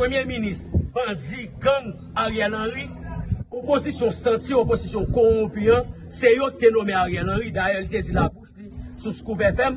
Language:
Haitian Creole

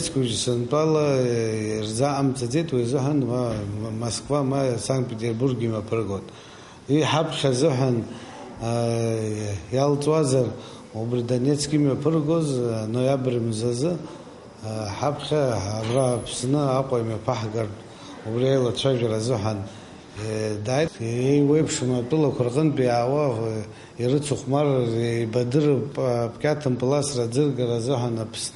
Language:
Abkhazian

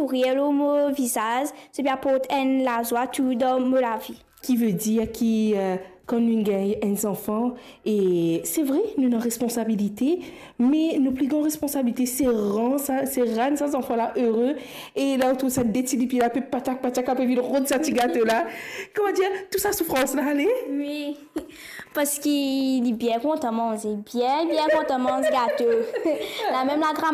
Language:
Morisyen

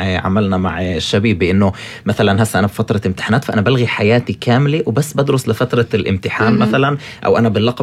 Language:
North Levantine Arabic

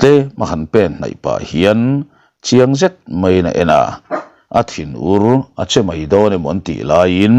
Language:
Mizo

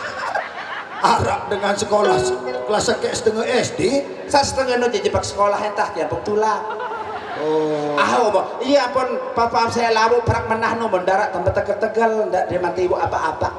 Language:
Sasak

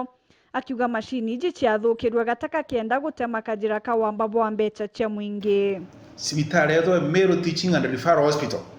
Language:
Meru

